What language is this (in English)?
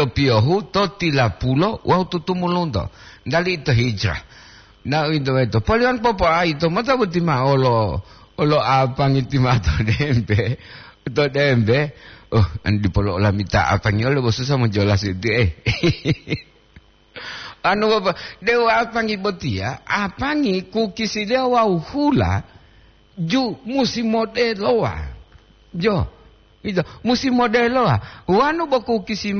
Gorontalo